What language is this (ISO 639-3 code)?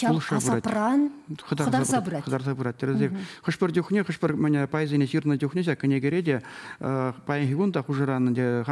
chv